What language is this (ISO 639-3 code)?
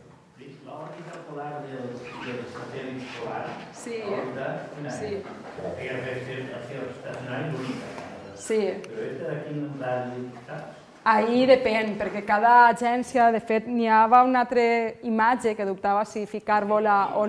cat